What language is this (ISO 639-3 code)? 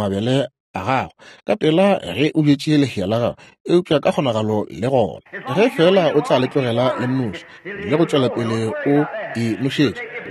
nso